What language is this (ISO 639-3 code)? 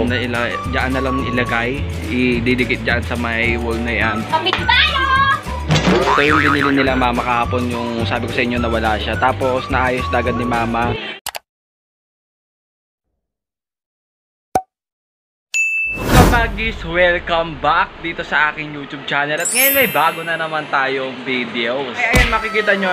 fil